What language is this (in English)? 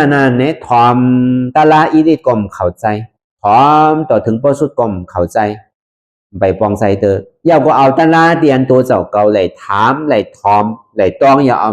Shan